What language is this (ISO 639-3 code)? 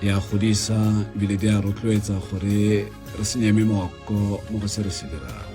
tsn